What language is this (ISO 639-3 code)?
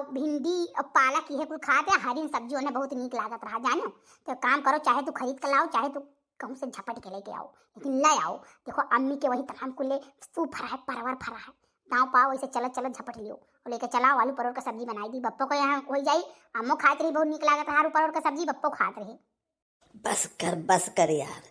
awa